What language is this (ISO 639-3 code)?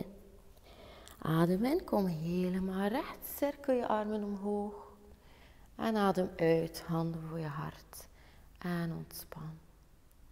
nld